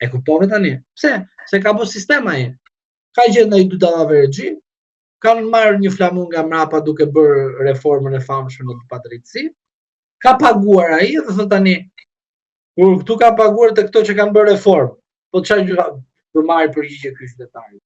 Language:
Albanian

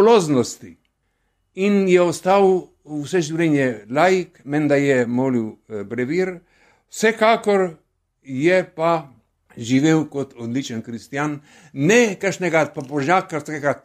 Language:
Slovenian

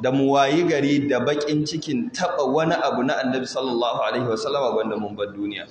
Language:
Hausa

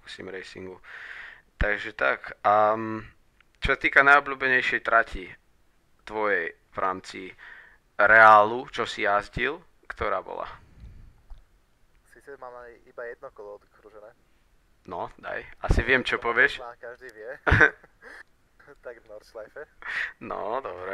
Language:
Slovak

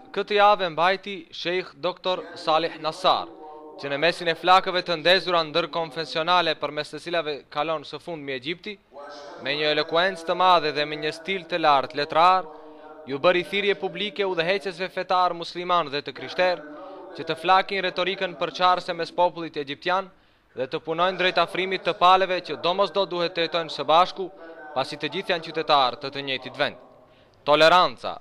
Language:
Albanian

